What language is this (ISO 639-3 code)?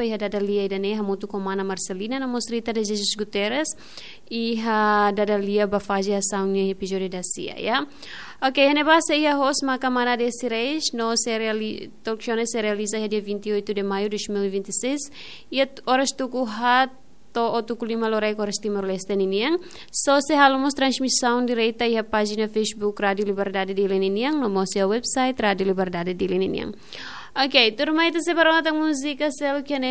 tet